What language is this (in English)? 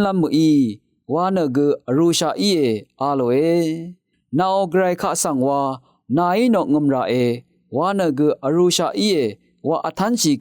Rawang